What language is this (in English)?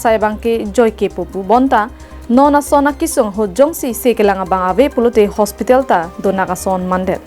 Karbi